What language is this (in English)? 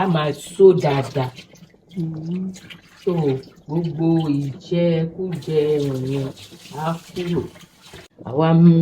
Yoruba